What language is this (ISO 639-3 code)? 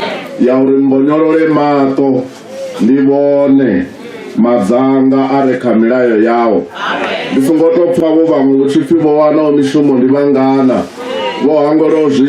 ven